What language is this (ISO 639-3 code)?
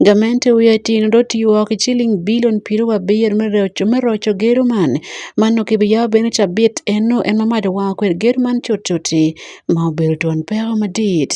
ach